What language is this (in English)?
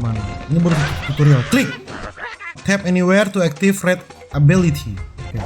Manado Malay